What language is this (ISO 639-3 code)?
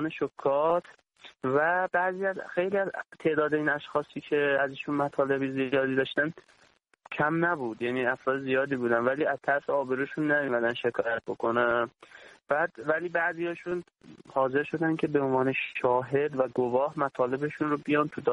fas